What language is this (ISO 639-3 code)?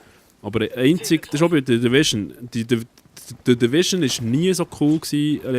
gsw